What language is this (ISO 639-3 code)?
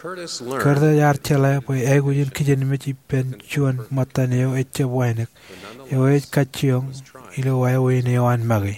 mah